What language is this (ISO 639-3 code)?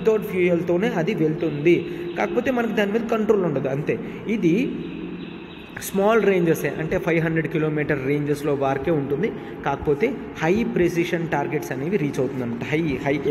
tel